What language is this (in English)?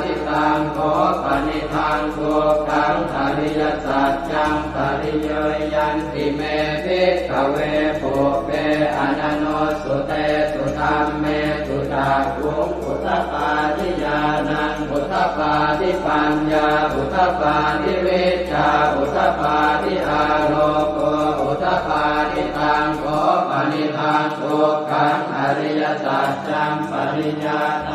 Pali